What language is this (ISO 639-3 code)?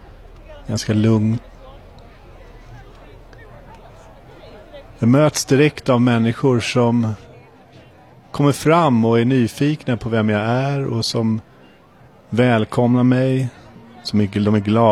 swe